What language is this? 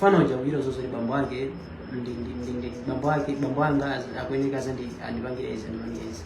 Nyanja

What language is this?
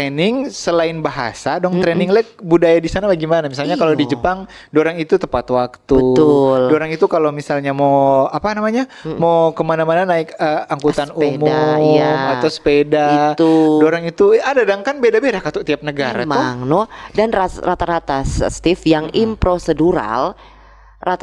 Manado Malay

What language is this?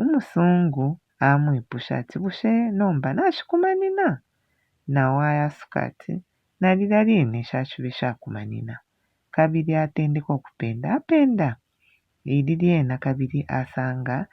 Bemba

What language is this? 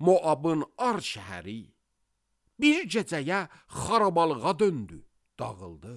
Azerbaijani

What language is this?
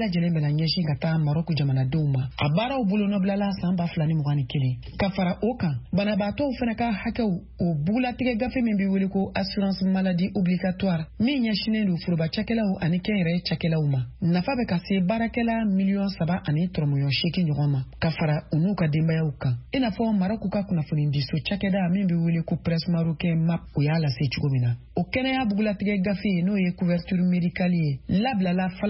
Bambara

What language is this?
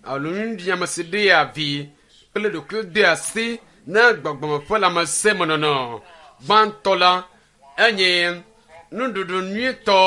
Ewe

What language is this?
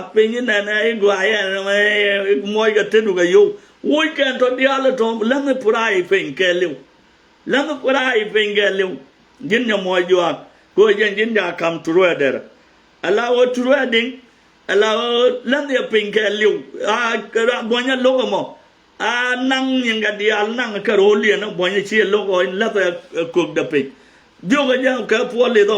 Nuer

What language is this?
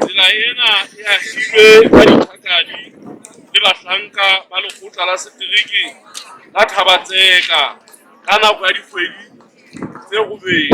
Southern Sotho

